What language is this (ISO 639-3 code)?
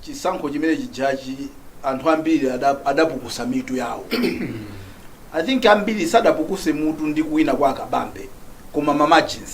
nya